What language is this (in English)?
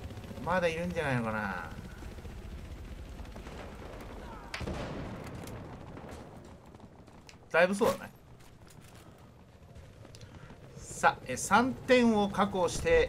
Japanese